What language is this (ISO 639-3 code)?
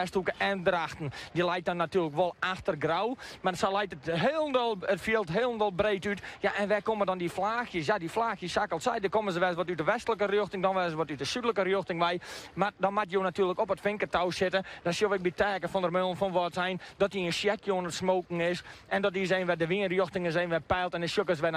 fry